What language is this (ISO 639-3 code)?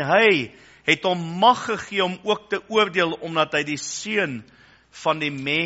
afr